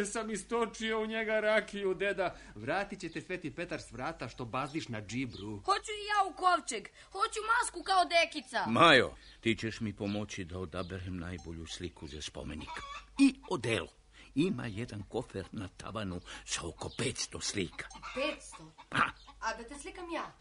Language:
Serbian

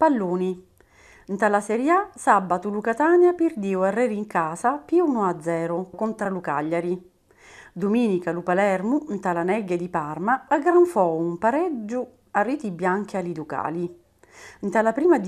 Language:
Sicilian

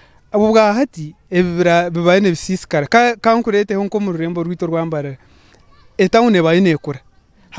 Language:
Nyankole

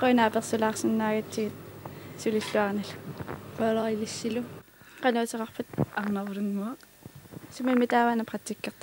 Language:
Kalaallisut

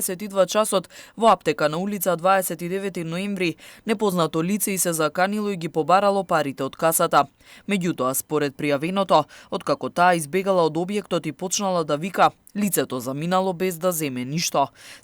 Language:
Macedonian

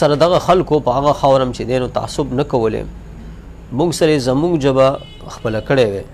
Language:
Pashto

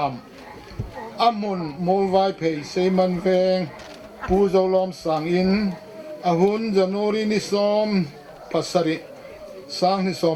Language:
Hmar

